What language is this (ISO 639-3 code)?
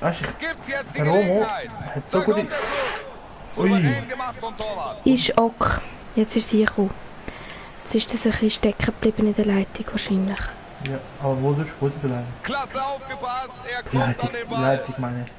gsw